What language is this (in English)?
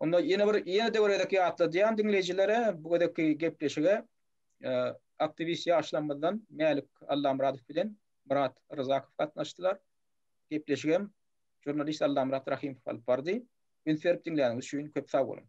Turkmen